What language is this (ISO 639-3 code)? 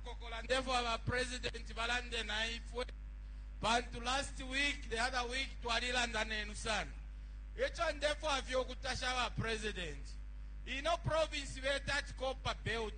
bem